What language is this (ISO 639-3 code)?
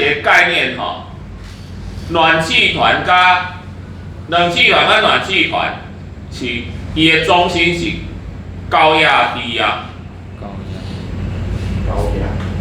nan